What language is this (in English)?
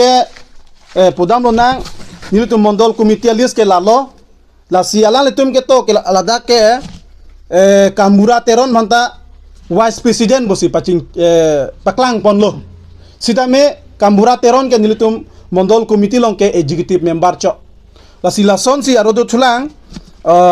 Karbi